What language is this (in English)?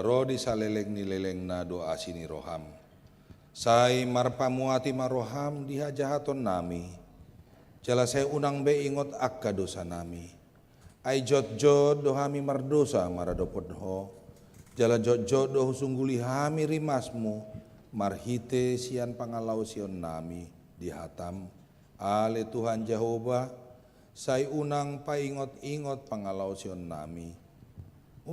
Batak Toba